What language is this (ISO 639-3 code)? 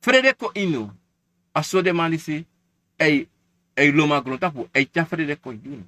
srn